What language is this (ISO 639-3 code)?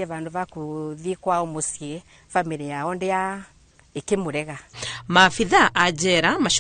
kik